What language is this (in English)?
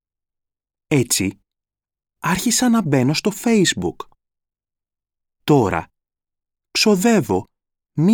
Greek